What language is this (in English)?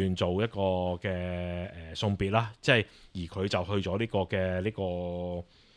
Cantonese